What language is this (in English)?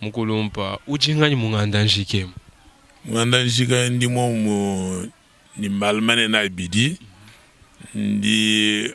Luba-Lulua